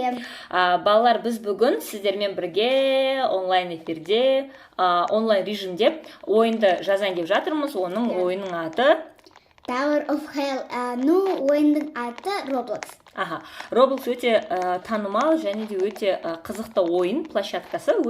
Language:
Kazakh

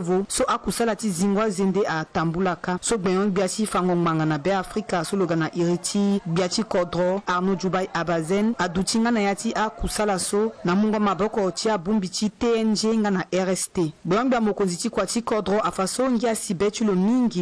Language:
Sango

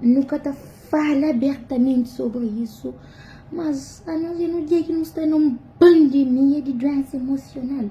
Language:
Kabuverdianu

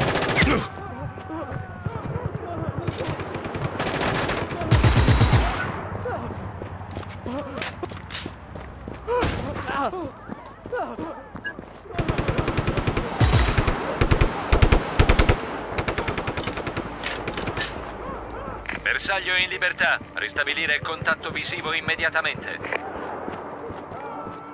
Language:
Italian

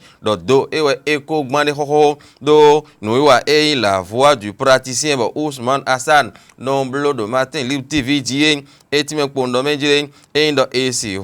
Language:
Fon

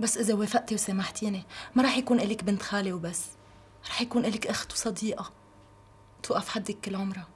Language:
North Levantine Arabic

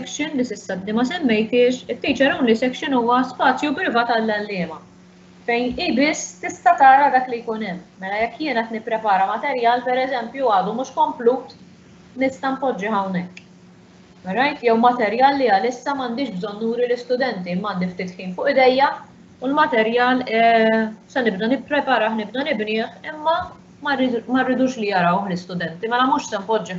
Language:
Maltese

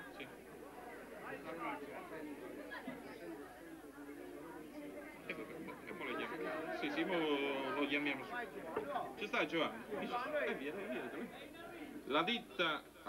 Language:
Italian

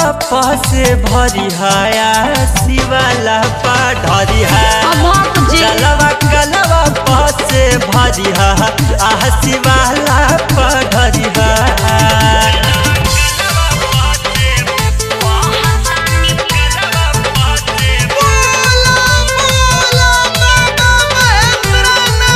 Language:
Bhojpuri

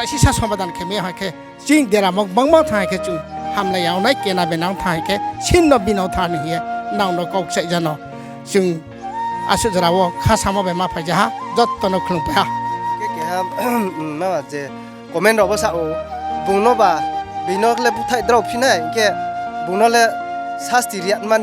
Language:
Riang (India)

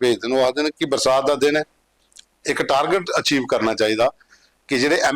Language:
Dogri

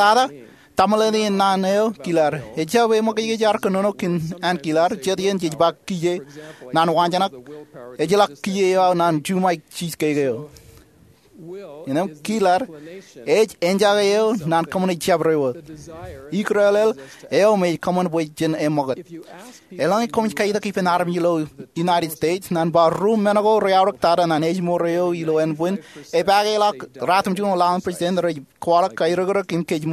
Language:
Marshallese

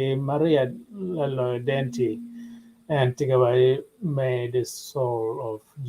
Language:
Acoli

